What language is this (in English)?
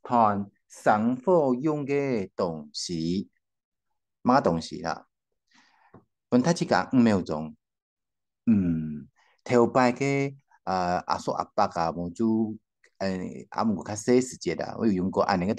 Hakka Chinese